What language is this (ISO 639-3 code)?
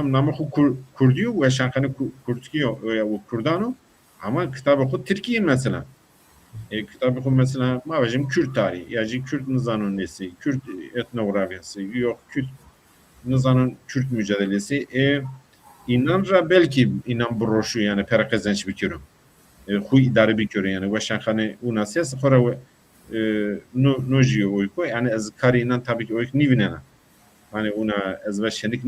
zza